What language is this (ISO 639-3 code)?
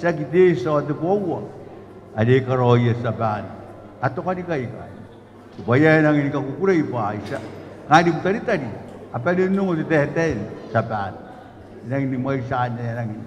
gil